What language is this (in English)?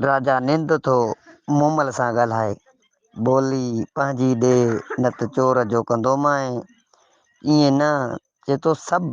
Sindhi